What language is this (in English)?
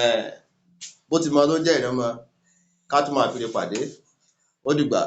Yoruba